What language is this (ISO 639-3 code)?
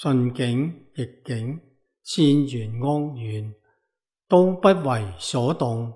yue